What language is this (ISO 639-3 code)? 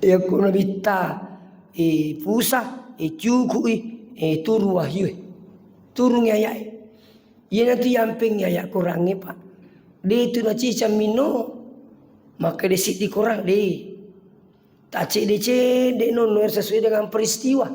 bug